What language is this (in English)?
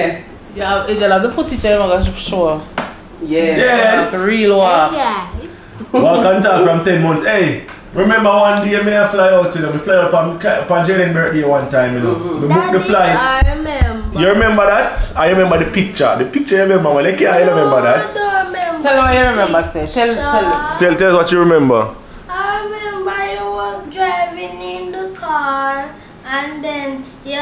Jamaican Creole English